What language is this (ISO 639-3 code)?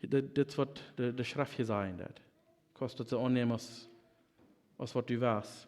pdt